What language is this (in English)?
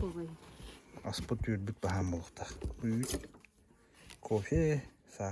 Yakut